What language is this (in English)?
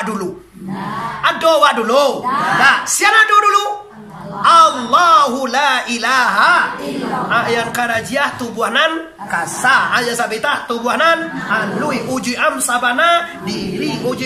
Minangkabau